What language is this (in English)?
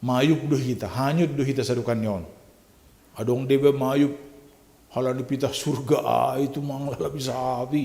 Batak Simalungun